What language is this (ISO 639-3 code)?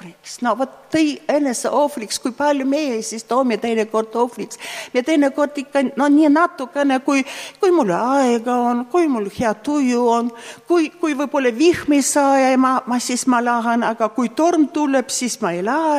est